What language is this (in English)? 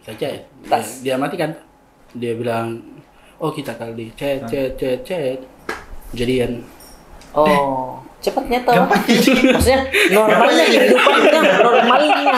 Makassar Malay